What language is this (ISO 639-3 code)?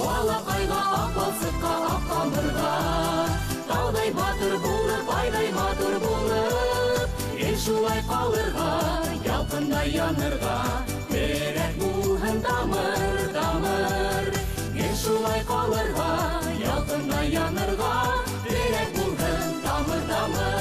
bak